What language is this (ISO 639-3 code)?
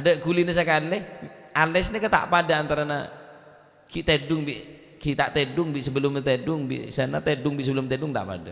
mad